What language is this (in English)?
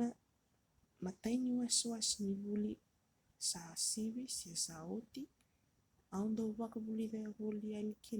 Fijian